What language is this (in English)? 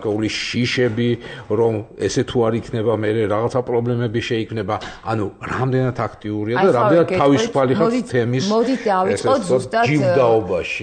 Georgian